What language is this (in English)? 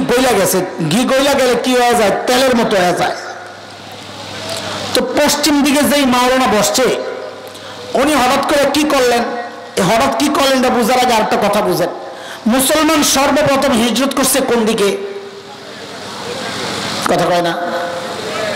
Bangla